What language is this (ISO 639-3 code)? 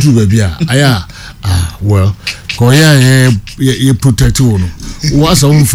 aka